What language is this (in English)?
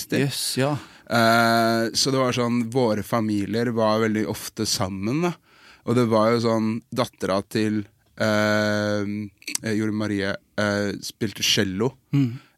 Norwegian